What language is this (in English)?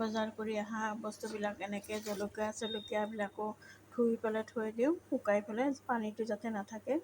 Assamese